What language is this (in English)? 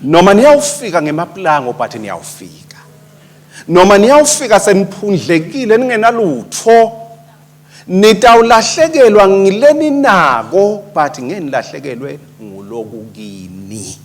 Swati